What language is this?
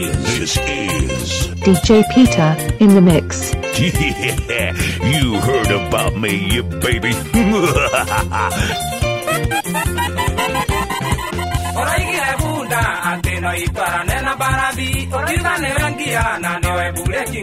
Kikuyu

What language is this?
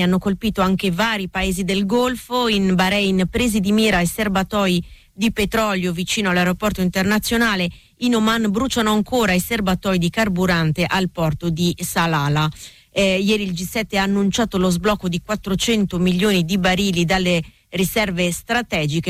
Italian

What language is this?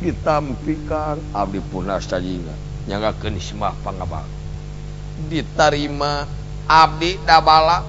Sundanese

